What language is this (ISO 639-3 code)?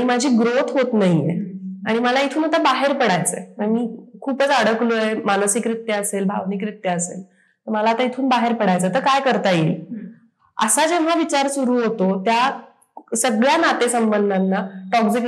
mar